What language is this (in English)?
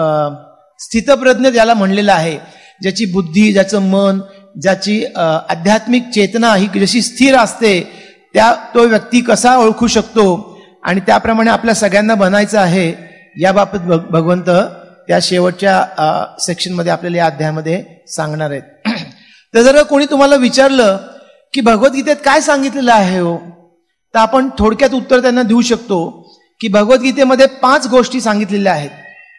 Marathi